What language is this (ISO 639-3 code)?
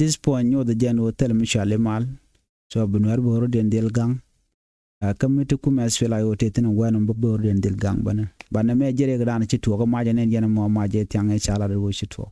nus